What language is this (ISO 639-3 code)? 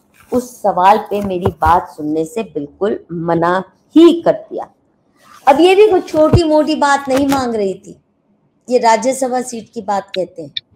hin